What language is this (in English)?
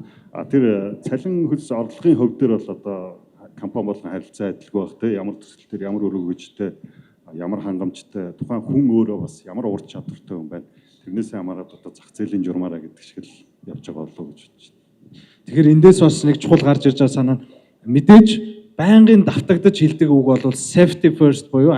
Mongolian